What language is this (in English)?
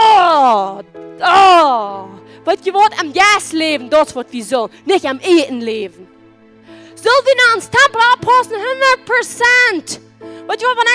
Plautdietsch